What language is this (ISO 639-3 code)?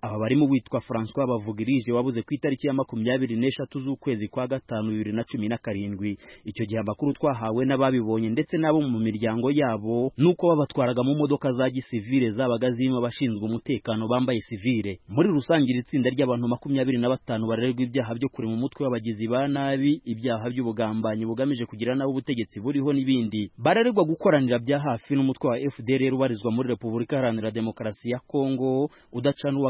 kin